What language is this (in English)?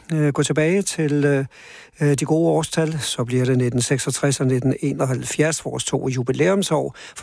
Danish